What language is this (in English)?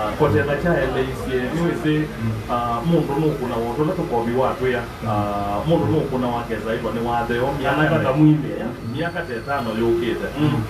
Kamba